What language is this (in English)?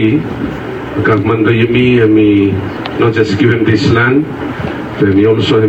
Bislama